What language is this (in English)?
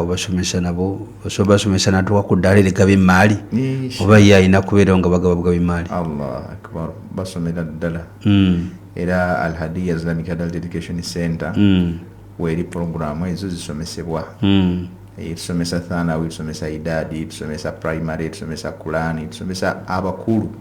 Ganda